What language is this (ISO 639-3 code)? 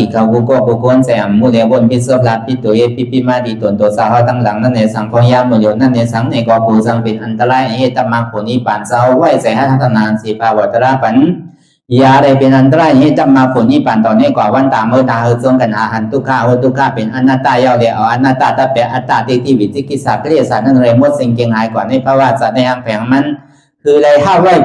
shn